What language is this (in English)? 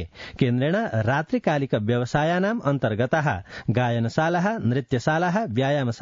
Sanskrit